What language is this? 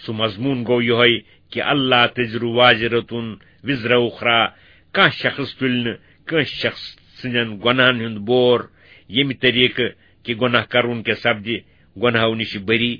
Kashmiri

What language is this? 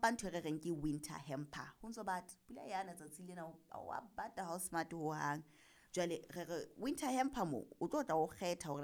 Southern Sotho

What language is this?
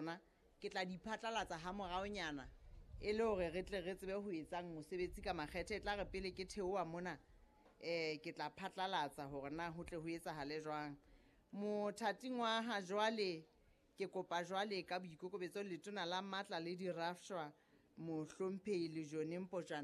Southern Sotho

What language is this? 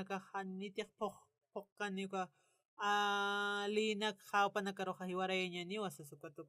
Aymara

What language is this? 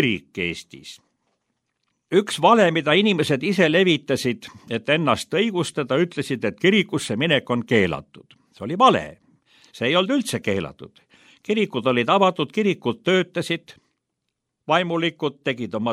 Estonian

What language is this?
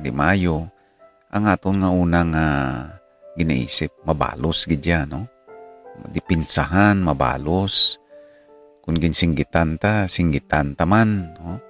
Hiligaynon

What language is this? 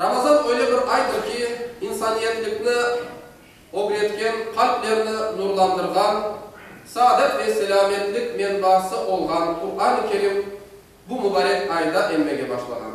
Crimean Tatar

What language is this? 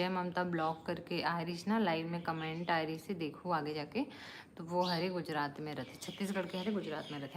Chhattisgarhi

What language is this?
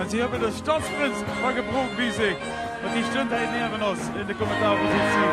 Limburgish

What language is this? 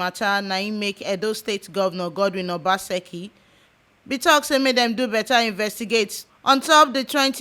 Nigerian Pidgin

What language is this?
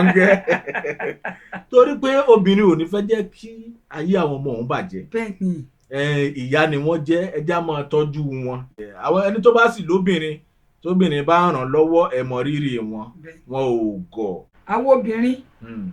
Yoruba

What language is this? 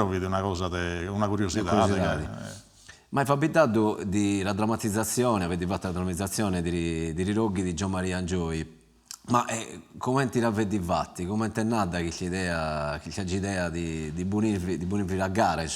Sardinian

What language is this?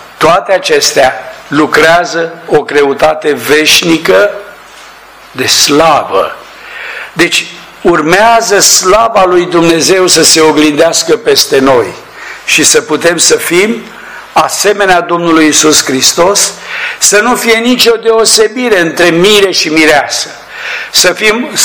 Romanian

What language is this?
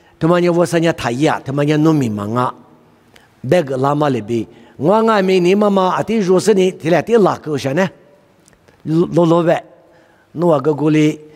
Lisu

